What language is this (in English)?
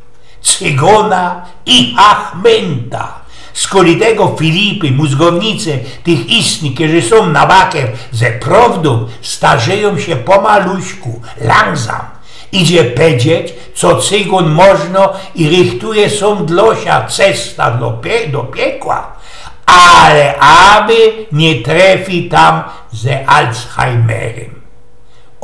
Silesian